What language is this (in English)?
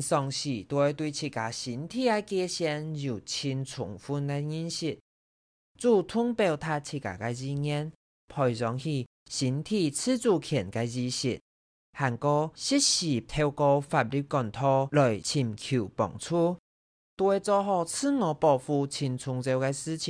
Hakka Chinese